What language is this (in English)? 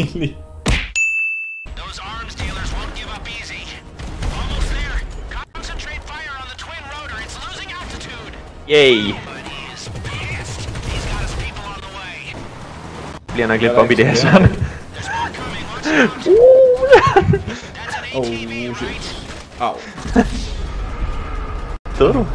Danish